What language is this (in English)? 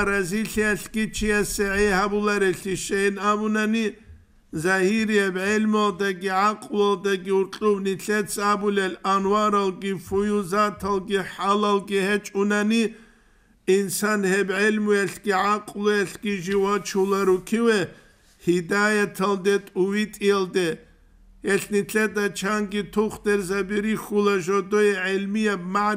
Avaric